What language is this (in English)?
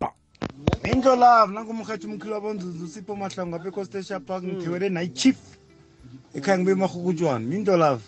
South Ndebele